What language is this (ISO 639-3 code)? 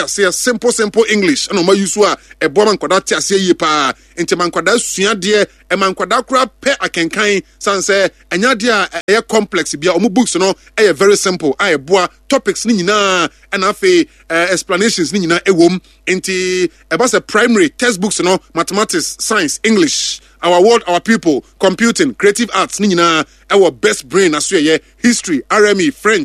aka